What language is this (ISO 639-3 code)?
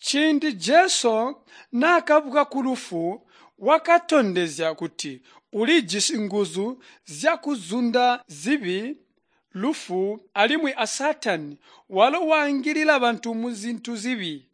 toi